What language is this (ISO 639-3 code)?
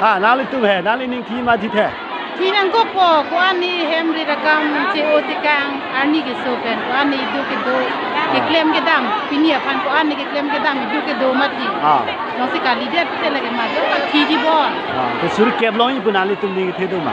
mjw